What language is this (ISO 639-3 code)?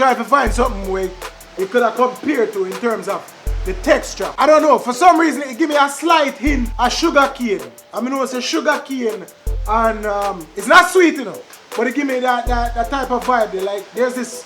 jam